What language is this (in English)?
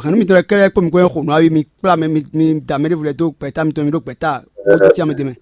Fon